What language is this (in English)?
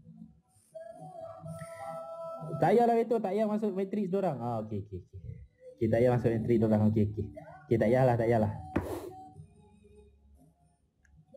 Malay